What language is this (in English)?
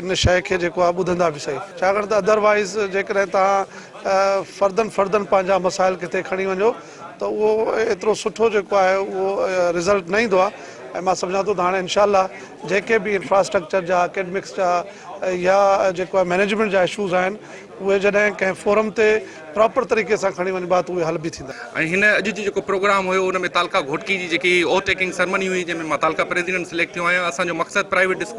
Sindhi